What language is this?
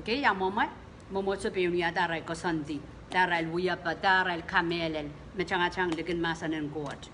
Pohnpeian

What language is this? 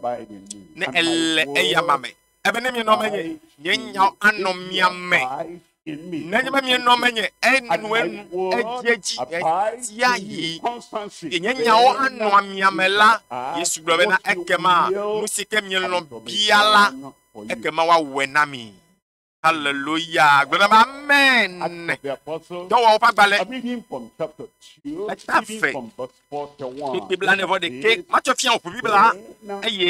Ewe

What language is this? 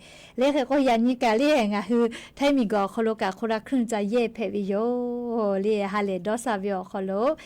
Lahu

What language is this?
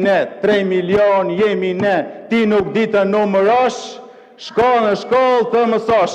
Albanian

